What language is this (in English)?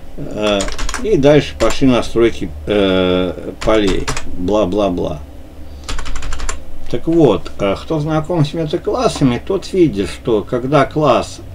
Russian